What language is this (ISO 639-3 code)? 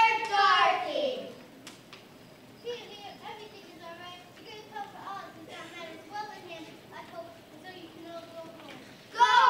eng